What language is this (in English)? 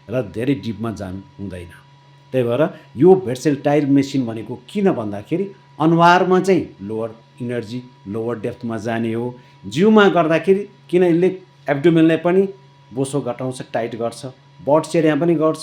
Nepali